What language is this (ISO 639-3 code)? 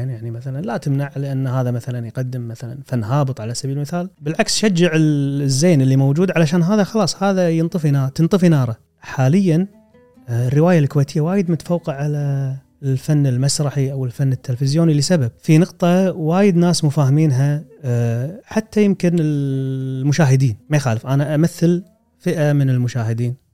afb